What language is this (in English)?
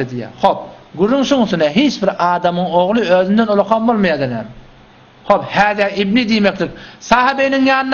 Turkmen